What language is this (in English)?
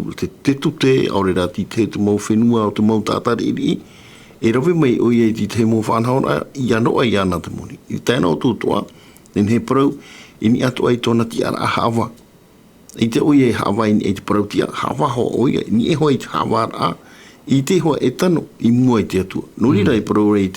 Tahitian